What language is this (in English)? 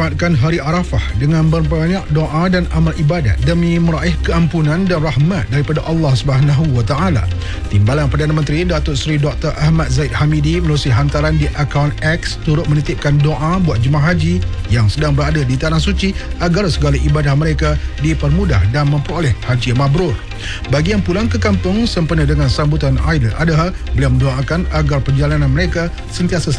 Malay